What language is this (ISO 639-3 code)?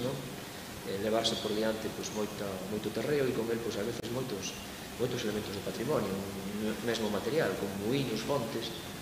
glg